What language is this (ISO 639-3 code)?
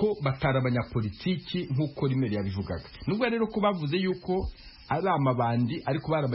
kin